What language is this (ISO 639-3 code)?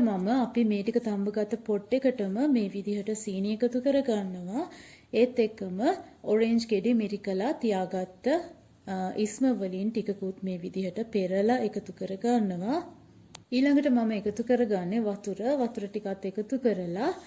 sin